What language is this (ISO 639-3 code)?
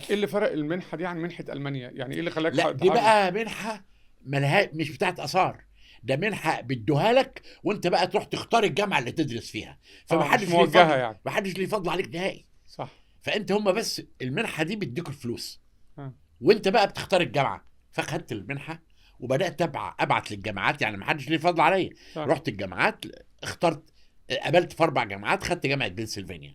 arz